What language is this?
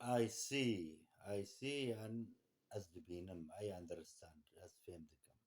Kurdish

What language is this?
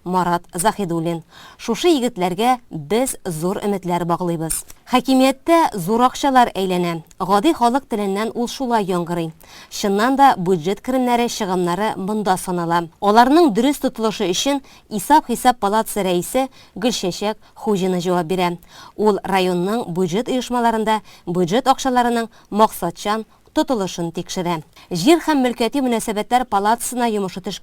Tatar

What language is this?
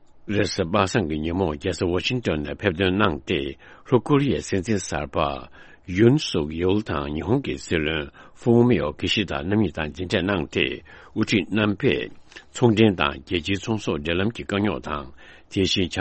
Tibetan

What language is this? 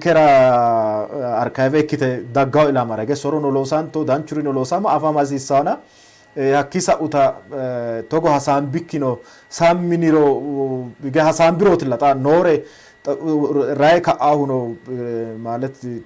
Sidamo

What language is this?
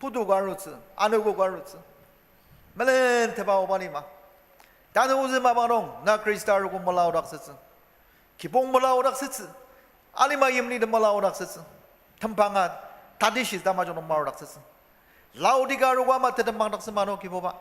Ao Naga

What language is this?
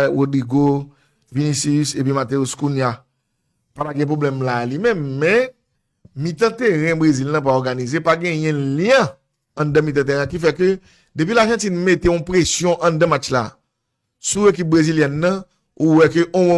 Haitian Creole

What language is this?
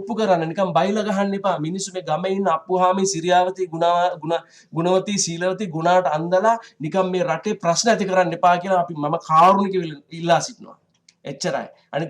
Sinhala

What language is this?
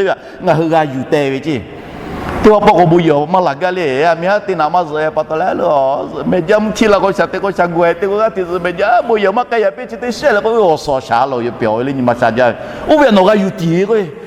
Lahu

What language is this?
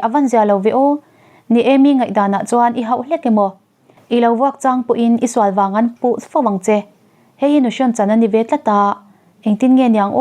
Mizo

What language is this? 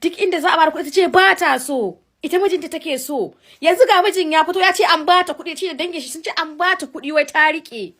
Hausa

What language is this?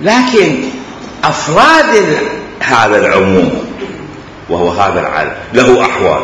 Mesopotamian Arabic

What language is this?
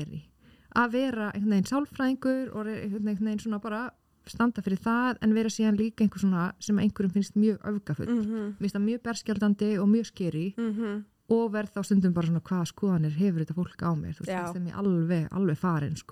Icelandic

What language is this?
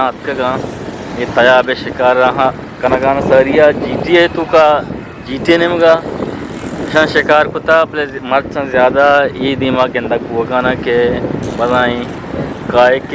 Eastern Balochi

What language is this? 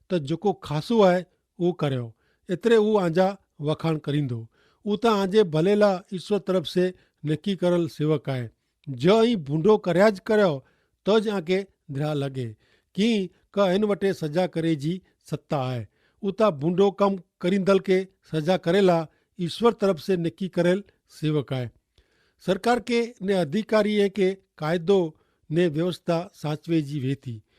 Kachhi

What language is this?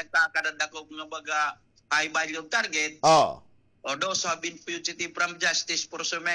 Waray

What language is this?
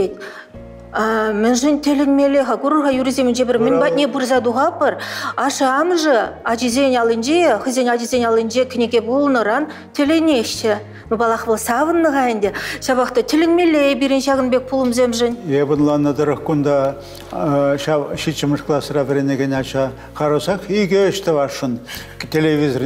Chuvash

